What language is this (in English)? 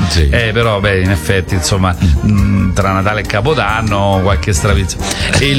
Italian